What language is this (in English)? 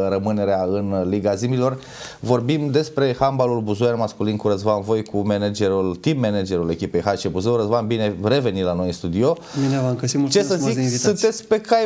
Romanian